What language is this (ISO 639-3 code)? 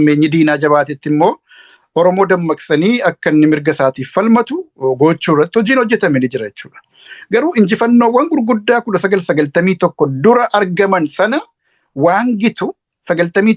orm